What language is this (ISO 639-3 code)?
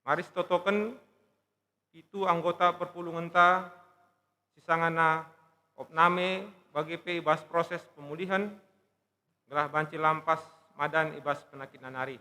btx